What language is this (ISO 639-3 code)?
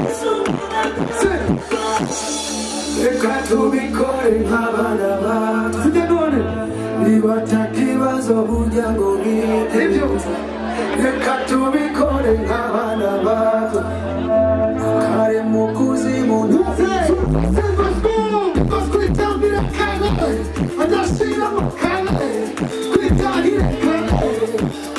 kin